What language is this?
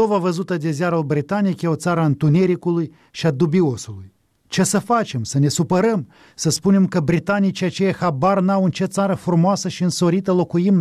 Romanian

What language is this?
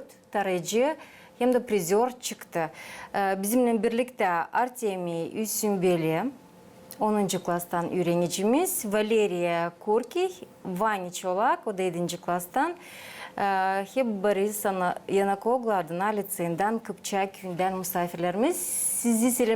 Gagauz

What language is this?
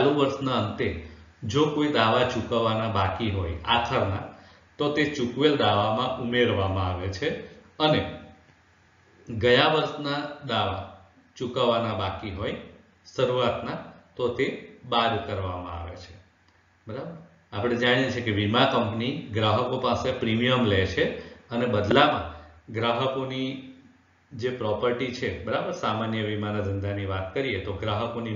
Gujarati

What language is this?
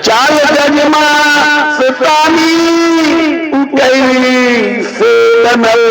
Magahi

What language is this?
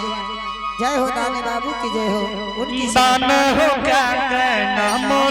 Angika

